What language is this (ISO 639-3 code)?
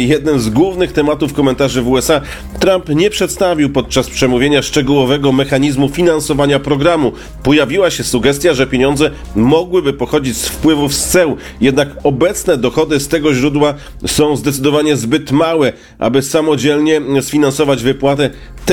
pol